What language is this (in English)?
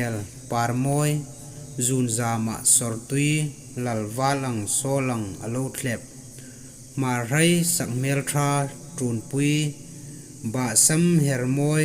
Hmar